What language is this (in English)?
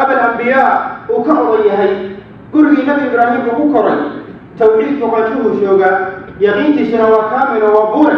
Somali